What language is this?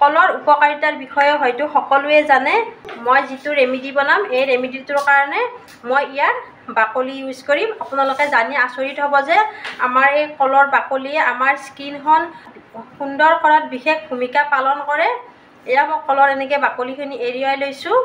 Assamese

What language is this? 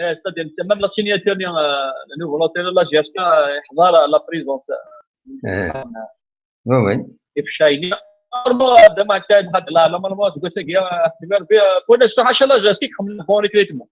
Algerian Arabic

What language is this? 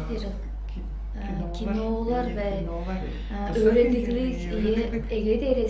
Tuvinian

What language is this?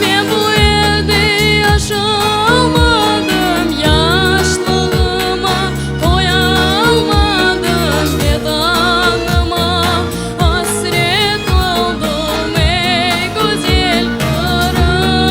Crimean Tatar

